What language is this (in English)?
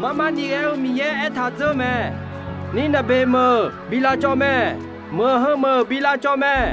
Akha